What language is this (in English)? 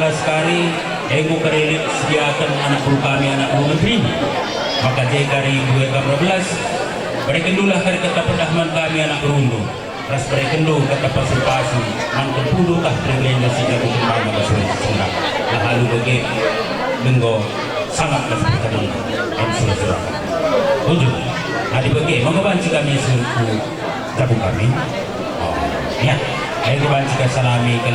Batak Karo